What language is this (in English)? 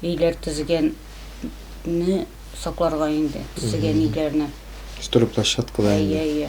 Tatar